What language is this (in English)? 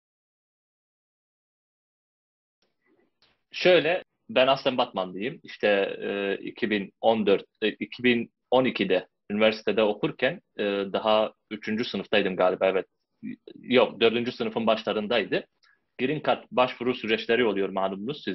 Turkish